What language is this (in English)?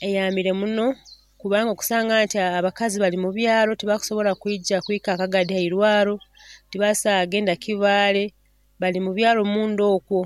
Nyoro